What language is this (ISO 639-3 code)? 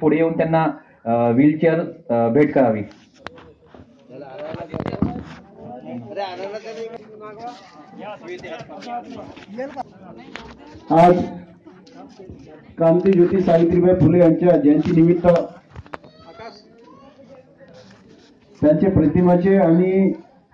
mar